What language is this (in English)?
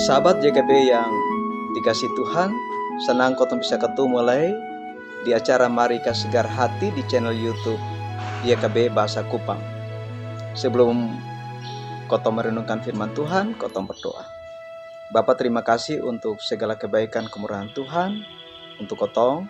Kupang Malay